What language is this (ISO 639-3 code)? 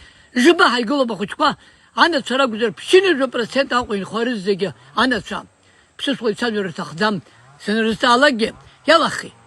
abk